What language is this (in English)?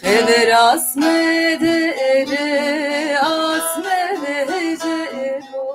Zaza